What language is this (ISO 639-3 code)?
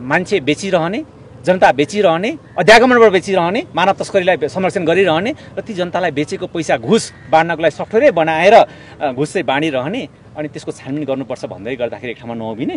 nep